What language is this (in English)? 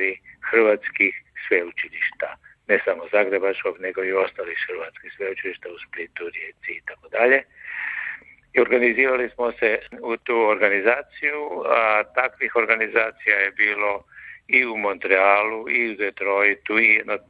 Croatian